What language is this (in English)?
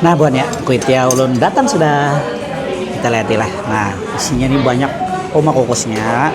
Banjar